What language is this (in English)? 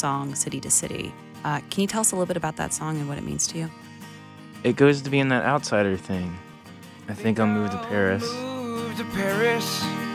English